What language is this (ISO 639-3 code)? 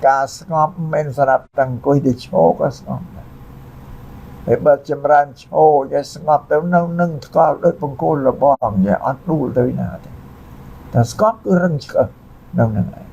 khm